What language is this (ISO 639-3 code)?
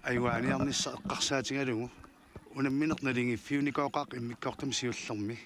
kal